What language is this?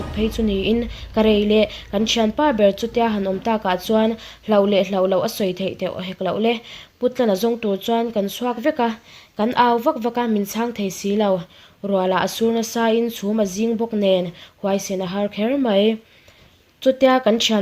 Mizo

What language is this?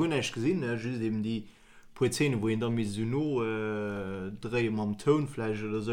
Luxembourgish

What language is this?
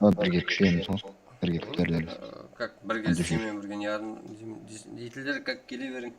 Kara-Kalpak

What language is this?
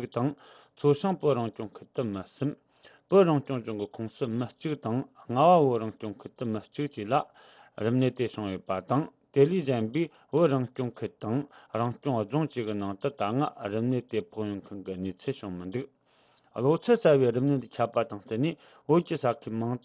Tibetan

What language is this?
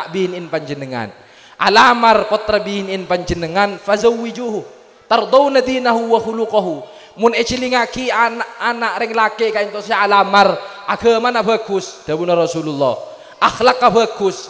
Madurese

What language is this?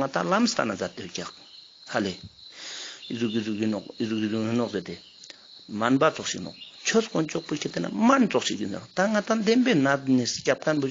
Ladakhi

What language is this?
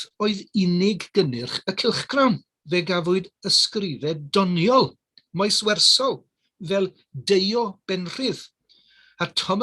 Welsh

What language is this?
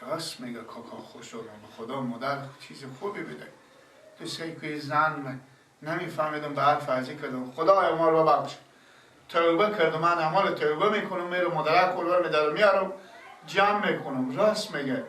Persian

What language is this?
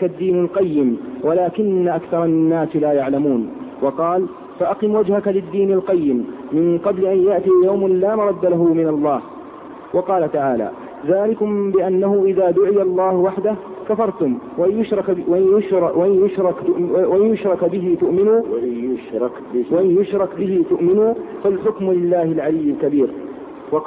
Arabic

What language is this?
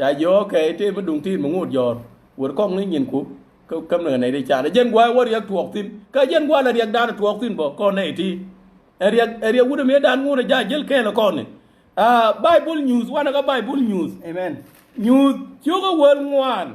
Nuer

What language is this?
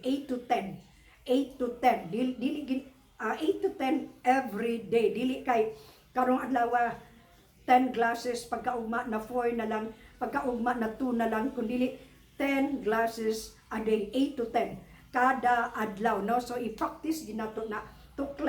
Cebuano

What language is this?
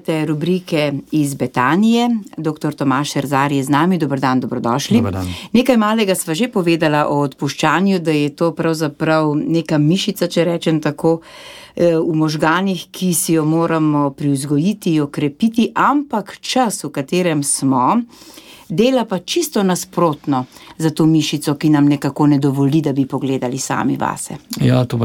Slovenian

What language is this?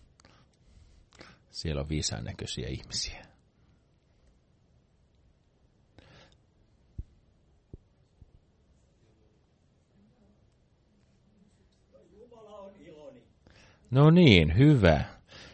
Finnish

